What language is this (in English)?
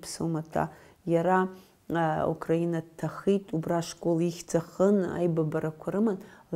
Abkhazian